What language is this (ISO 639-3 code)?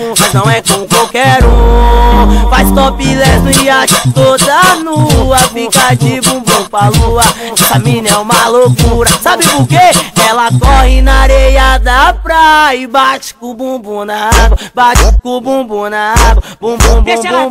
por